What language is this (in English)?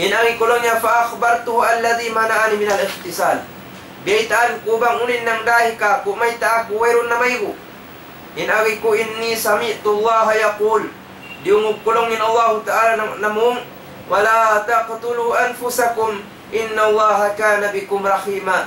Tausug